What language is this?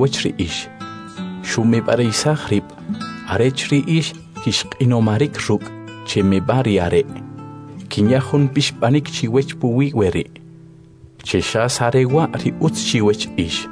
Kʼicheʼ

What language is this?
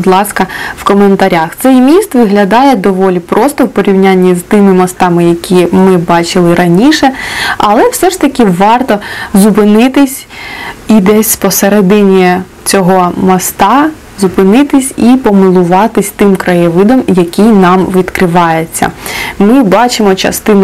Ukrainian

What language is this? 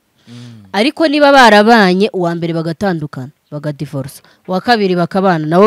Kinyarwanda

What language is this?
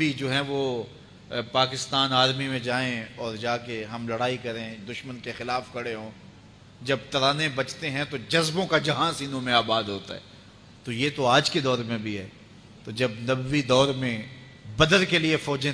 Urdu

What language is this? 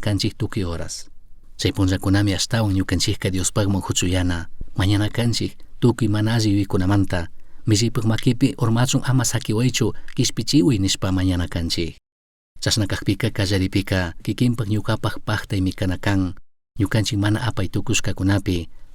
Chimborazo Highland Quichua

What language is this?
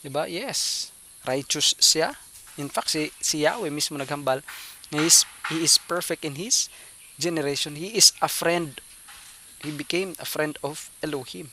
Hiligaynon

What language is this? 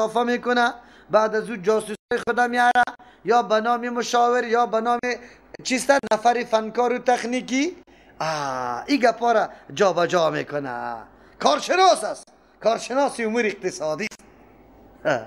Persian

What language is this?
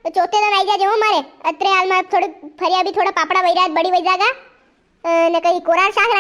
Rajasthani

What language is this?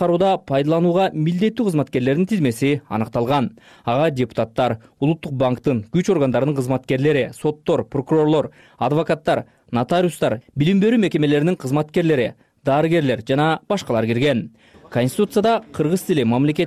Kyrgyz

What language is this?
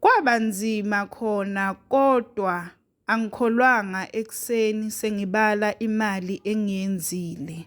Zulu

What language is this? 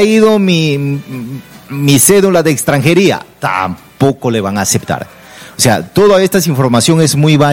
Spanish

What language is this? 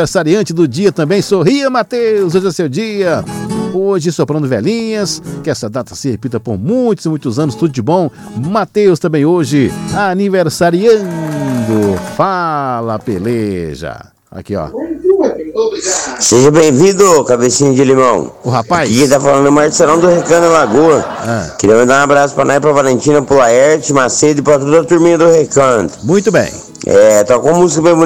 Portuguese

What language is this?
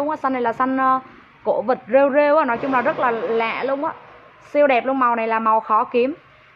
Vietnamese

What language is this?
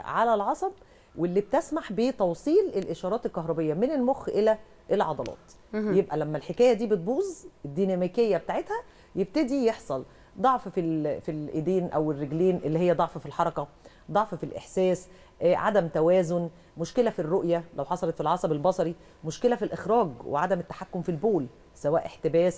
Egyptian Arabic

